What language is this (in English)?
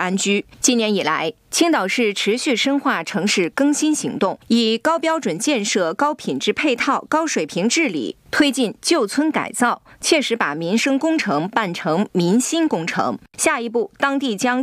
Chinese